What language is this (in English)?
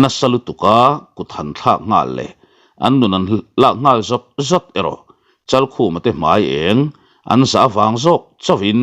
Mizo